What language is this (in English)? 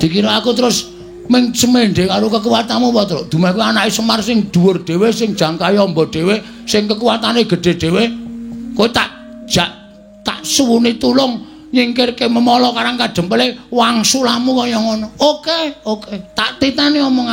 Javanese